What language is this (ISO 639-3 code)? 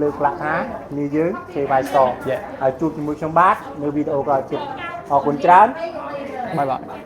khm